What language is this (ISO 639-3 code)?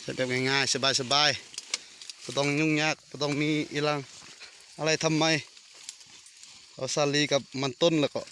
lao